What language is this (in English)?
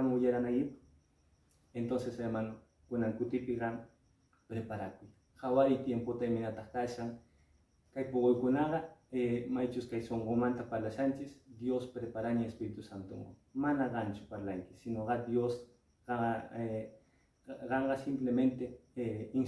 Quechua